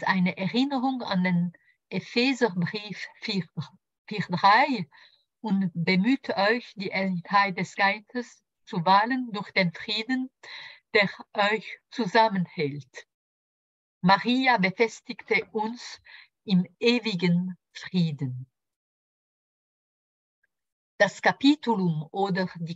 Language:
German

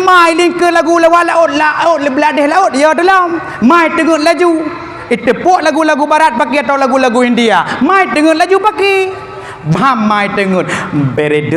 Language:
Achinese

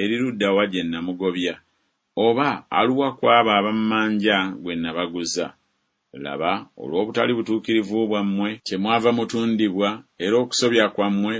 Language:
Ganda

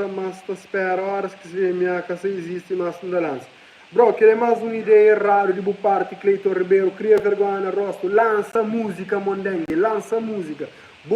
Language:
Kabuverdianu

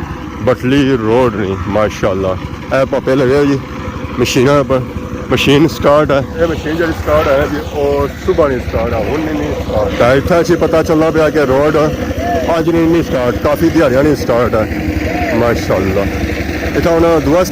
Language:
Pahari-Potwari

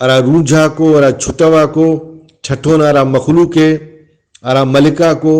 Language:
Brahui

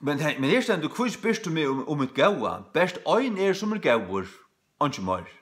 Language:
Faroese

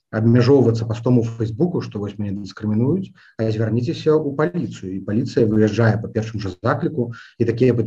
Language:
Belarusian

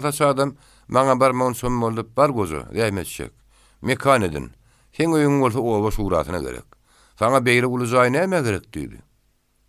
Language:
Turkmen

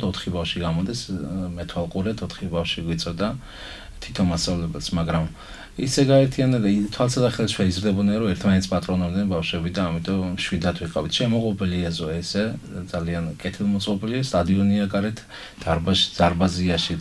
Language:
Georgian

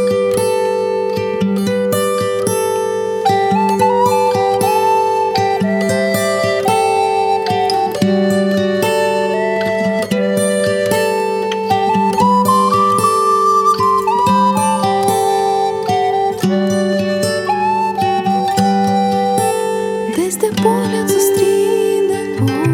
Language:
Ukrainian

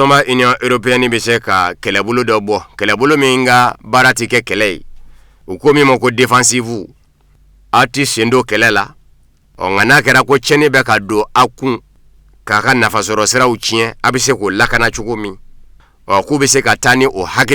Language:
Bambara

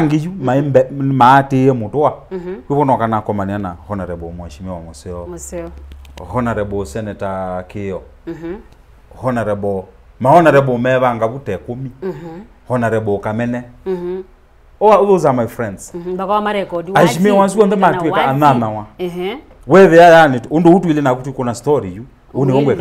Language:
Kamba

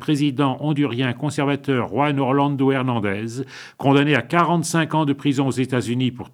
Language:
French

